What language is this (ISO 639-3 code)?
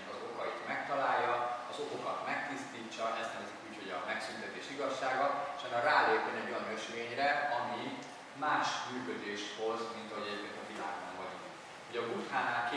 hun